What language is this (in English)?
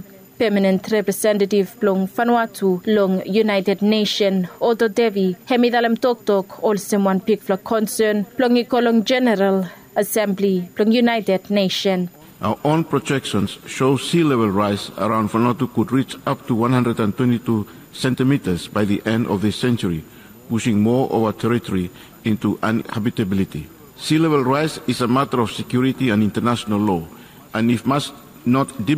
Bislama